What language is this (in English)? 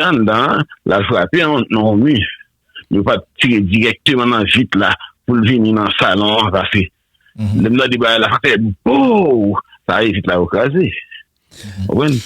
Haitian Creole